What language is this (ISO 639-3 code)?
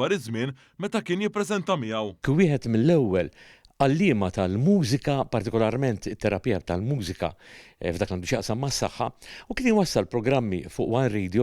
mlt